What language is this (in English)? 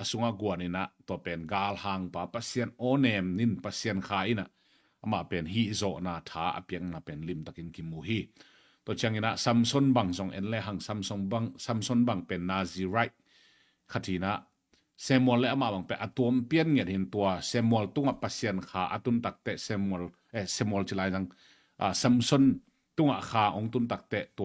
Tedim Chin